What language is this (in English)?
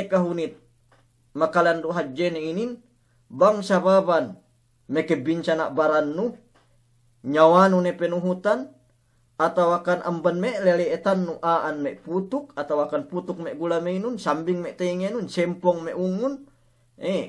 Yakan